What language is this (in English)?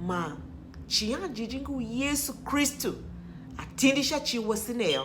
Tiv